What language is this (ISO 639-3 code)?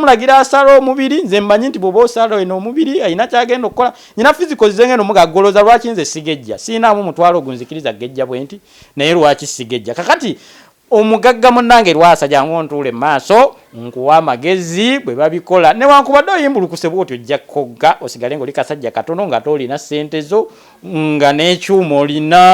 lug